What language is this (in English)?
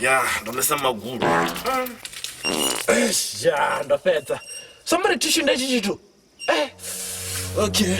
Venda